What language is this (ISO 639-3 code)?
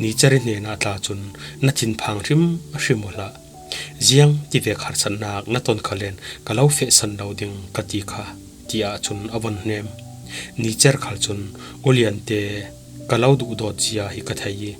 cfm